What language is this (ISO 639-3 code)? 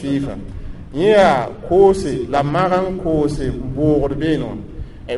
mos